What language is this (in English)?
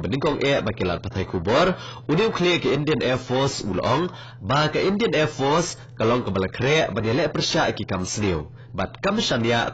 Khasi